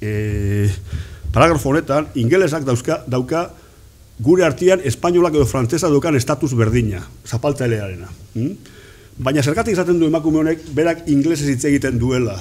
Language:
Basque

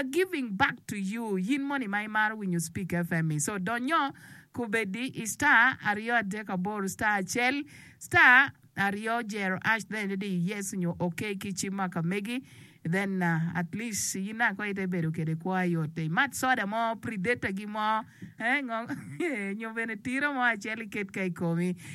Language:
Acoli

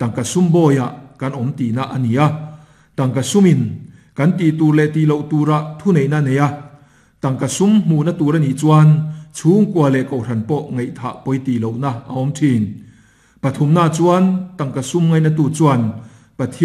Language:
Mizo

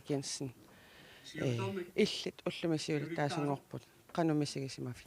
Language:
Kalaallisut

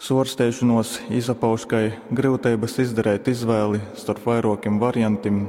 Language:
Latgalian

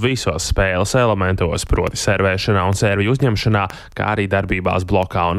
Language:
Latvian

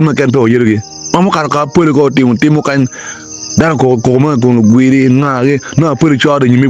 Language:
Acoli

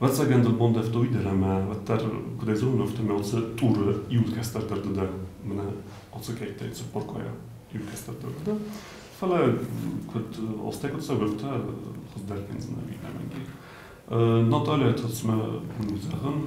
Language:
Ossetic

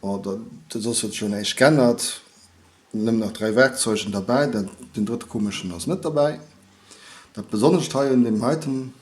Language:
Luxembourgish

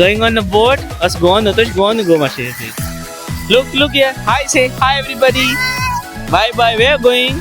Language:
Konkani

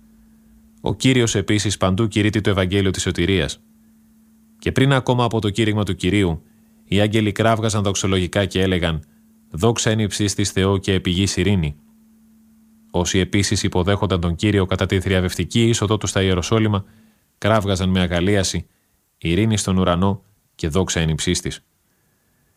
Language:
Greek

